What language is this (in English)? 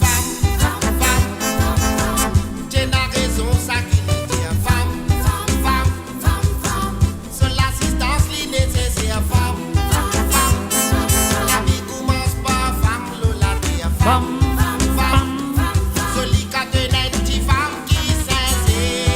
Morisyen